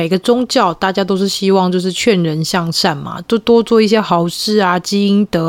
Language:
Chinese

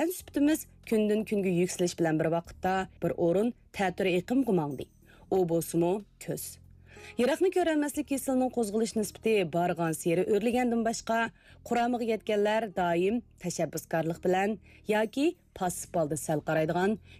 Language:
Uyghur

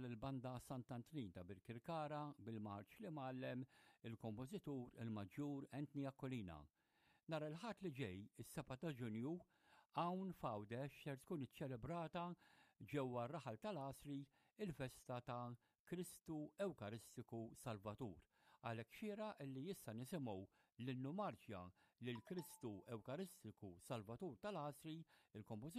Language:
Maltese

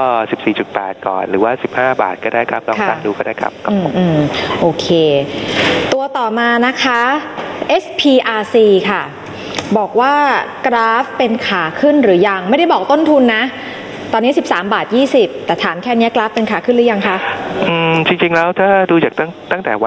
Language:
Thai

